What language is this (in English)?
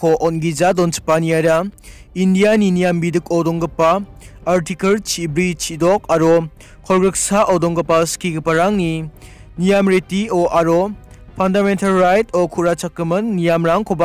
Garo